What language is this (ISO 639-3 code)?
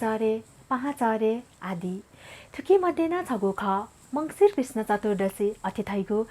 new